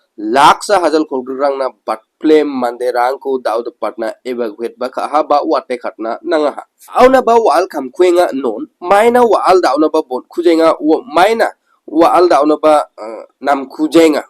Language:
Garo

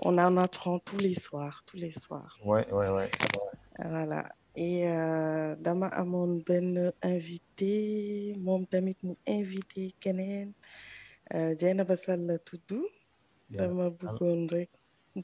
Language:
Wolof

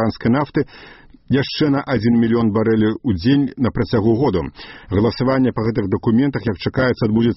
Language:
Belarusian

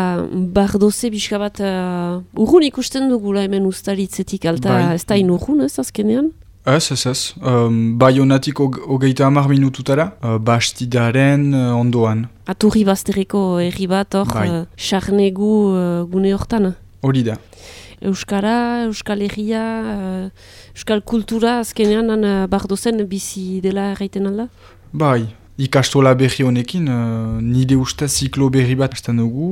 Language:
Basque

